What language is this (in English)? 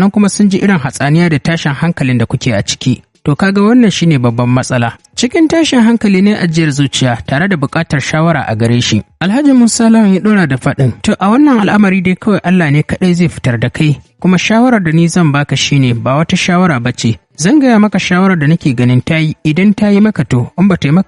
Hausa